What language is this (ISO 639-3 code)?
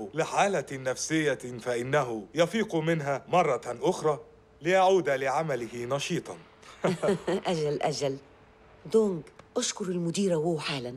ara